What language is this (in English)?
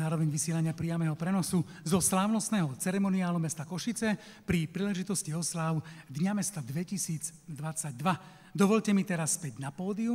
Slovak